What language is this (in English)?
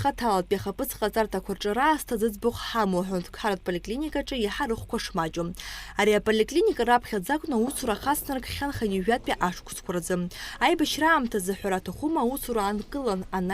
Abkhazian